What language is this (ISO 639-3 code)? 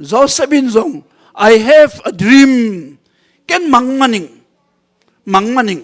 ctd